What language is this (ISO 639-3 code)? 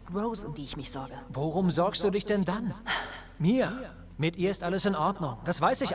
gsw